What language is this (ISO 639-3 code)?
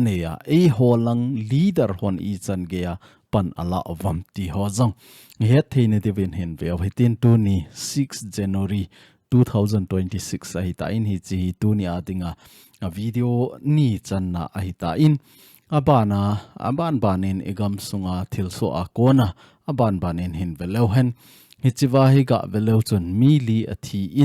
tcz